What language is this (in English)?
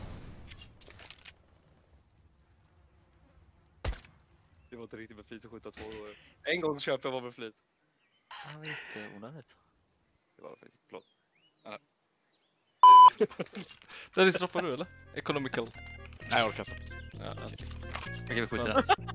Swedish